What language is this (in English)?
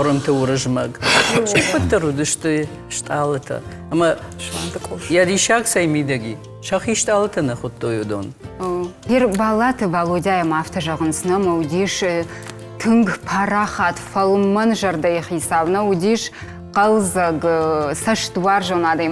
Ossetic